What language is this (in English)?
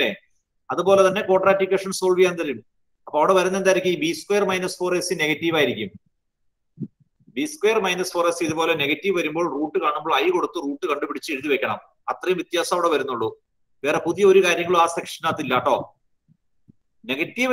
Malayalam